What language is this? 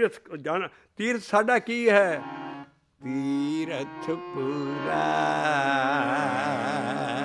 Punjabi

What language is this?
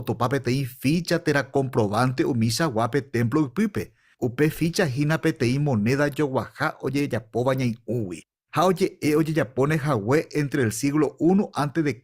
Guarani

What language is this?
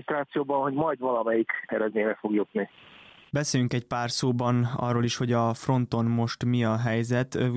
Hungarian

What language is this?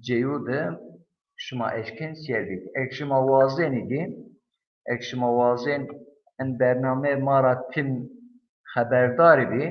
Zaza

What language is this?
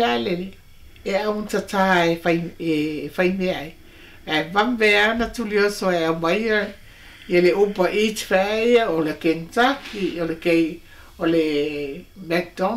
Samoan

